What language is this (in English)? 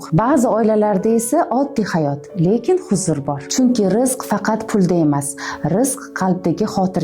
Uzbek